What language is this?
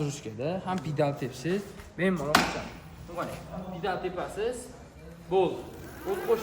Uzbek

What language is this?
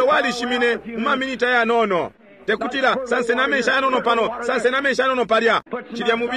Bemba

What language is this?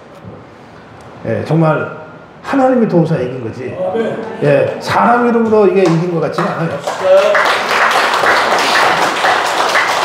Korean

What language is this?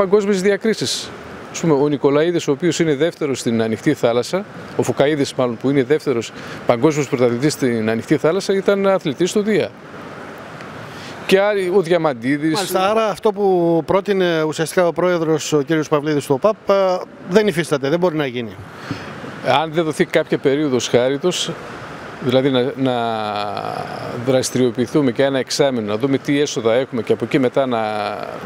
Greek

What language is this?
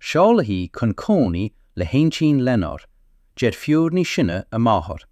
Irish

